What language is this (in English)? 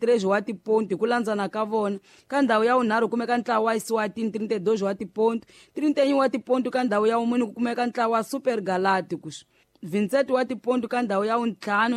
Tsonga